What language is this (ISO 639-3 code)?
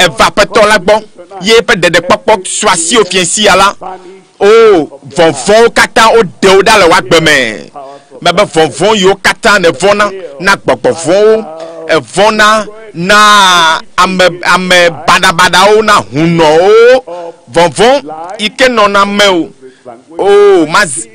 ewe